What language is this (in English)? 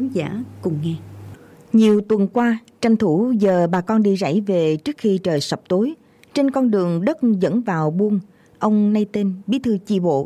Vietnamese